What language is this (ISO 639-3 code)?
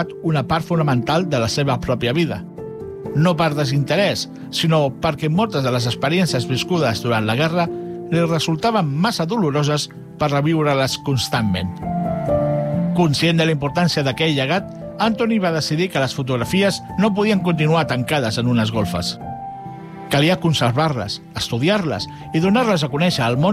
cat